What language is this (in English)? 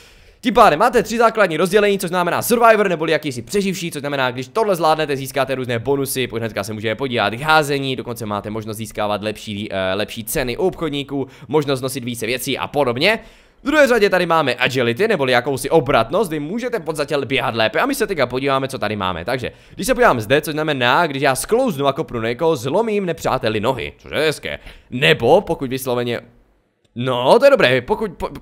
Czech